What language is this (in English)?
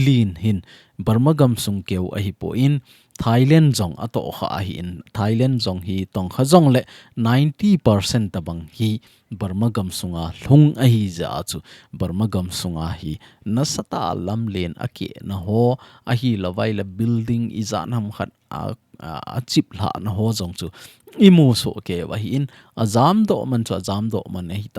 Thado Chin